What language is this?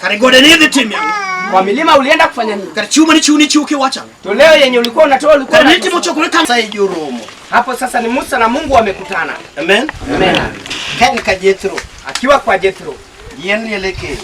Luo (Kenya and Tanzania)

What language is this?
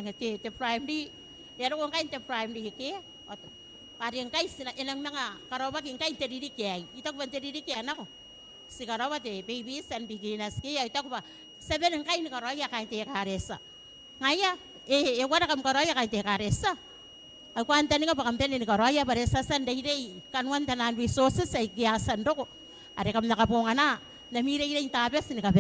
Gilbertese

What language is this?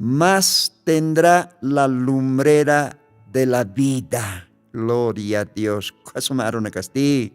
Aymara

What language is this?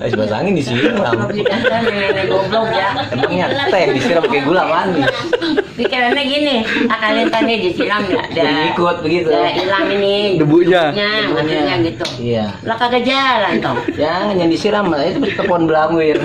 Betawi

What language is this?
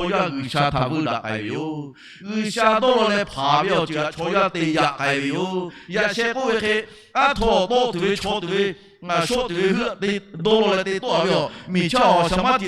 Lahu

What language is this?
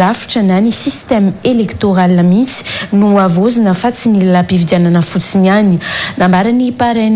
Malagasy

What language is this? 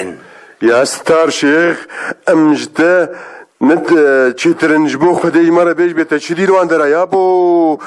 Kurdish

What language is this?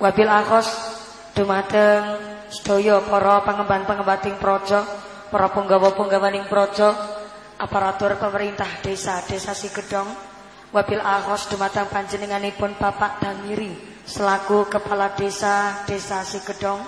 Javanese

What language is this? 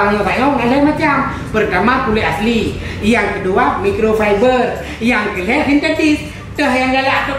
Achinese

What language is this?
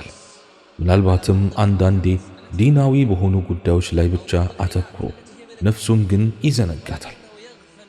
Amharic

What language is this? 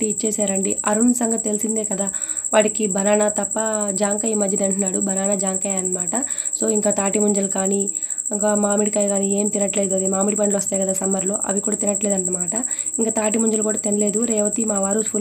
Telugu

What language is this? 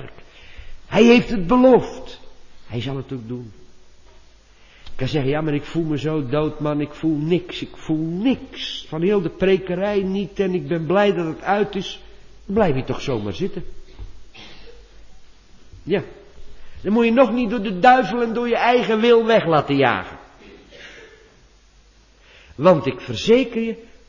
Dutch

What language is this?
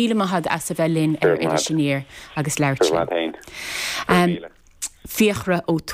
Irish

